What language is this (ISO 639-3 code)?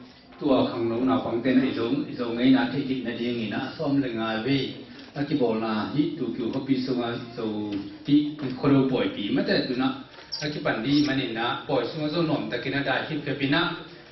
ctd